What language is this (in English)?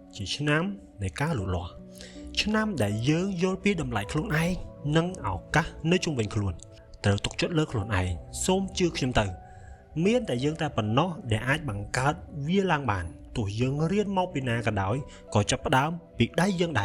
Khmer